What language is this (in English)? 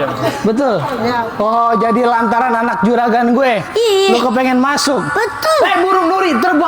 Betawi